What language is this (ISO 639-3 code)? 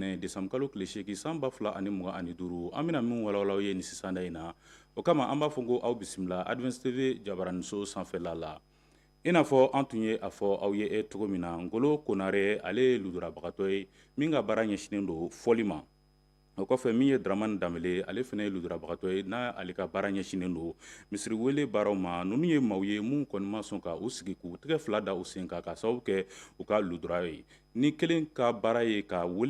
bam